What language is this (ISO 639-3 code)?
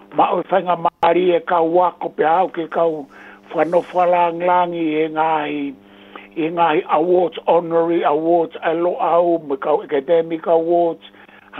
ton